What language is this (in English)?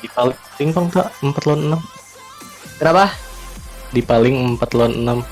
Banjar